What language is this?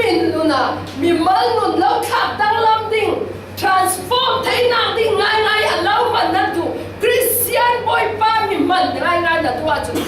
Falam Chin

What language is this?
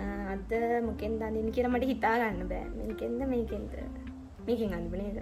Sinhala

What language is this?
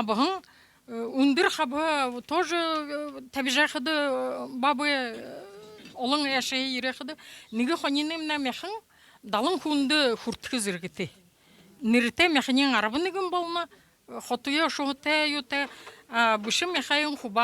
Buriat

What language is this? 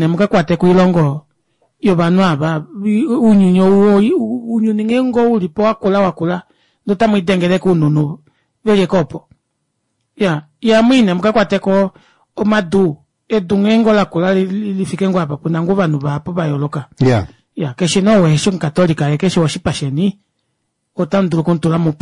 Kuanyama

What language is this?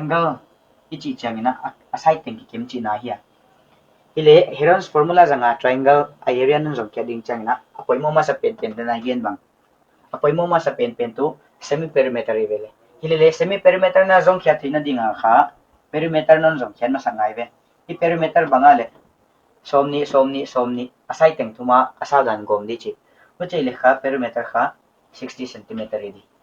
Paite Chin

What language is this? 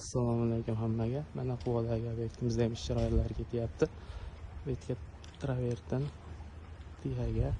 Uzbek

